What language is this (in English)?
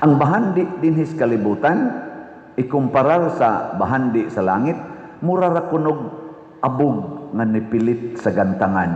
Cebuano